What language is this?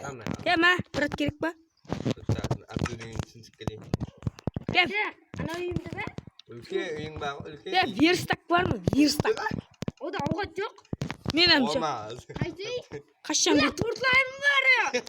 Kara-Kalpak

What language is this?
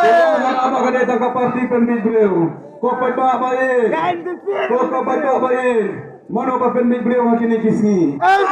Khasi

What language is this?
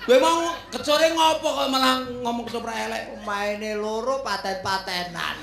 Javanese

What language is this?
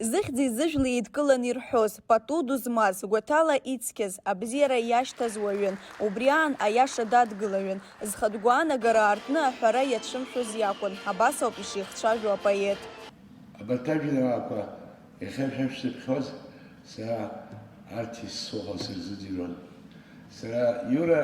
Abkhazian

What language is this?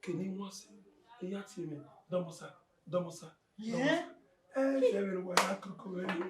Bini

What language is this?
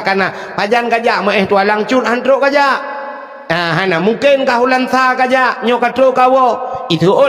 Achinese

